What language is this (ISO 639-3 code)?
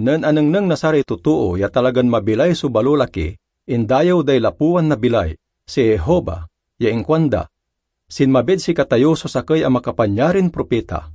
pag